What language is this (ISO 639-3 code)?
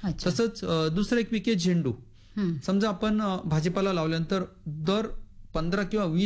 mar